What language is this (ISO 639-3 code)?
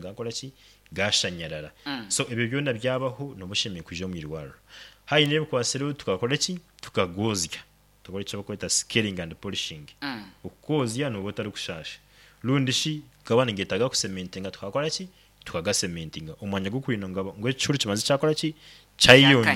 nyn